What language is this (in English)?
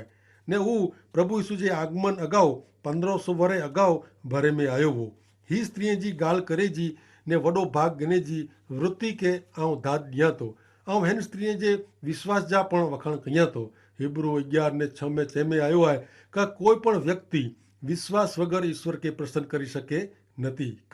Kachhi